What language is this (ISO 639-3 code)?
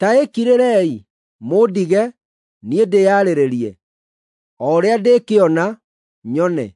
kik